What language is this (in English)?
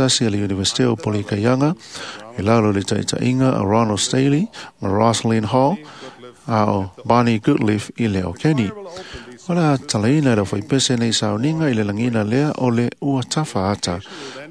Samoan